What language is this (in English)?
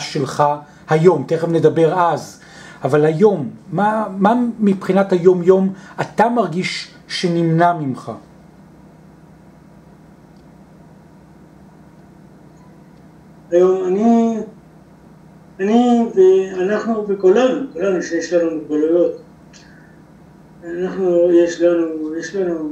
Hebrew